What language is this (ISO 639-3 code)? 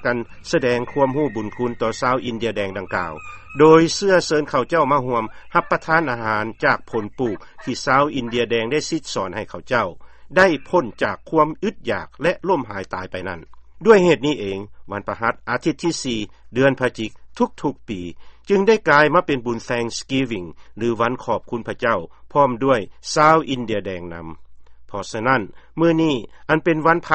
lao